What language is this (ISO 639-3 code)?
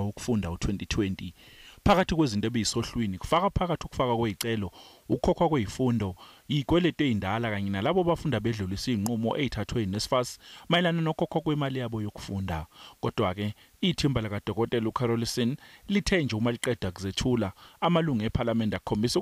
zul